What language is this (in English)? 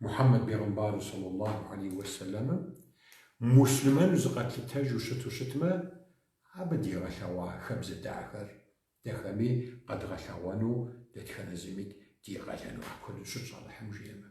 Kabardian